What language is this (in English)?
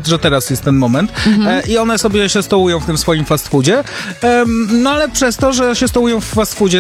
Polish